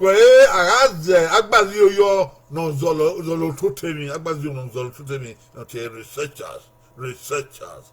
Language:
Bini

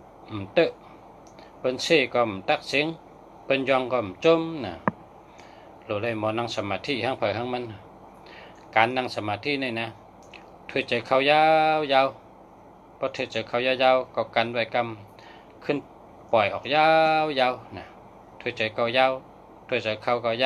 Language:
Shan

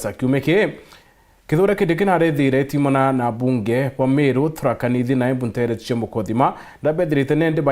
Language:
Meru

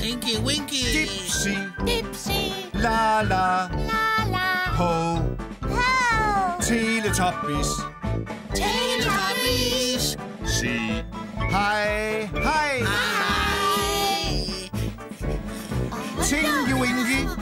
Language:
Danish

